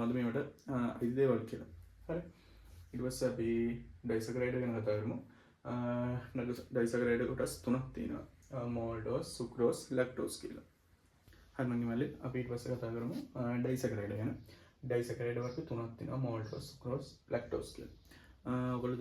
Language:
Sinhala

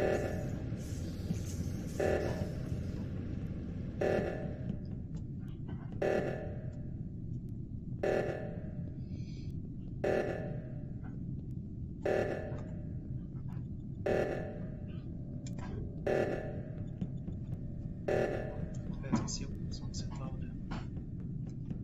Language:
French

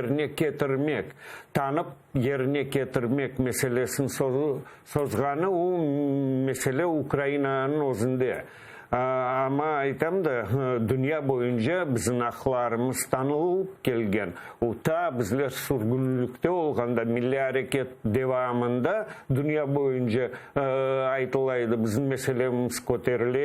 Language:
Crimean Tatar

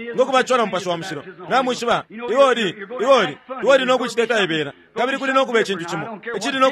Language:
Bemba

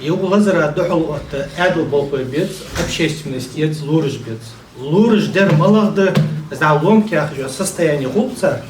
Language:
Ingush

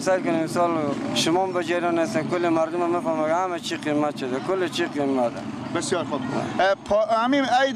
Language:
Persian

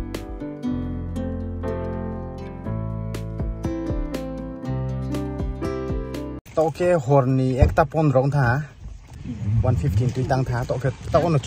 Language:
Thai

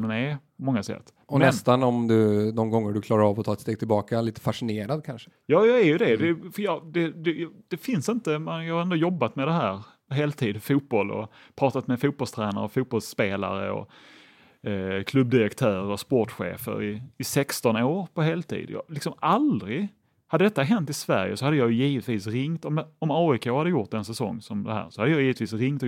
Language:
Swedish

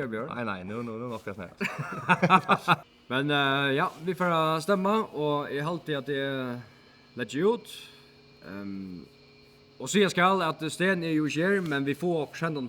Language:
Faroese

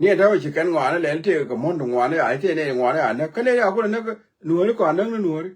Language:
Nuer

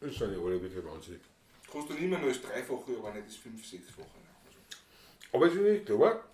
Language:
Bavarian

